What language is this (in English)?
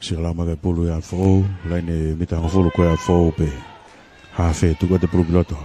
Tongan